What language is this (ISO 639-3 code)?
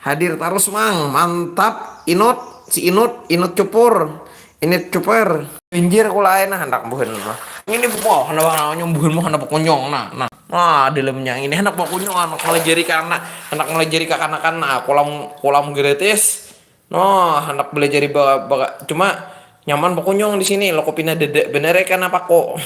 bjn